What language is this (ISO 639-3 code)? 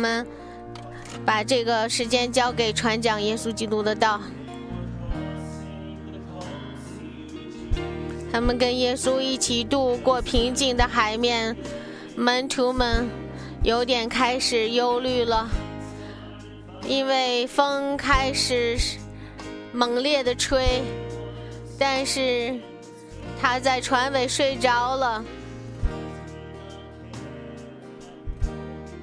zho